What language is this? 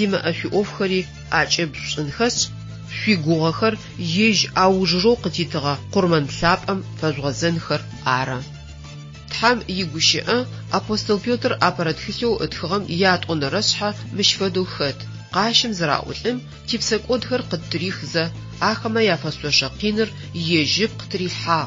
Adyghe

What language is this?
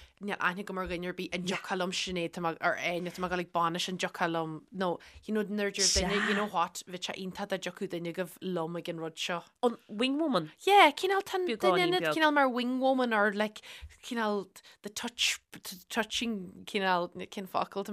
Irish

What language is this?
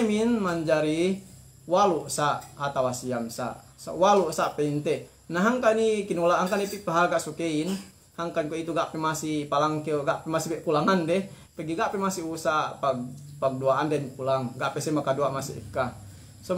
Yakan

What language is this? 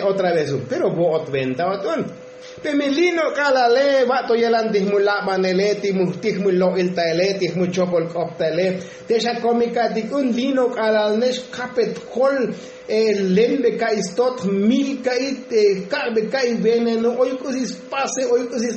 Tzotzil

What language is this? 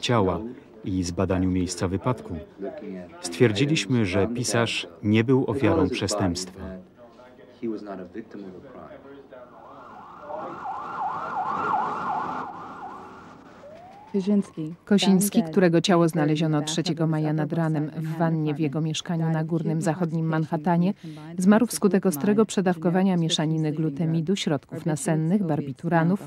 Polish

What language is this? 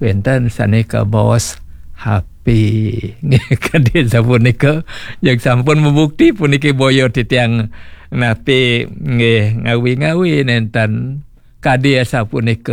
Balinese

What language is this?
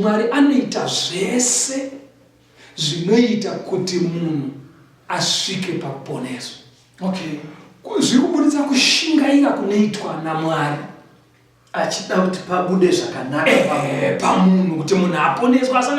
Shona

